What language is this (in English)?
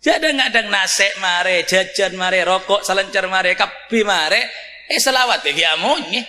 Madurese